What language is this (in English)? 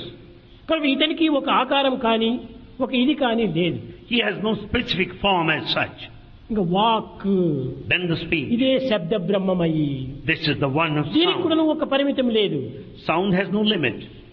Telugu